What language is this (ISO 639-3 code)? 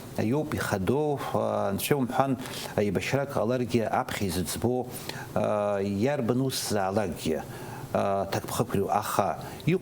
abk